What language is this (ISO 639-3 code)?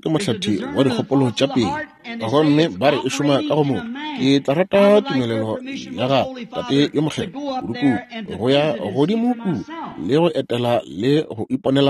nso